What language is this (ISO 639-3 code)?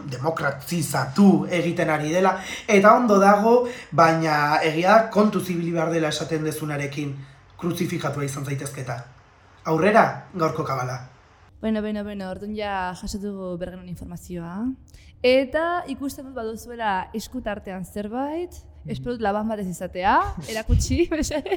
eus